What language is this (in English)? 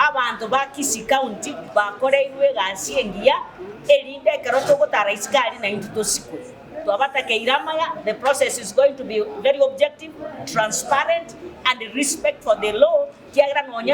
Gusii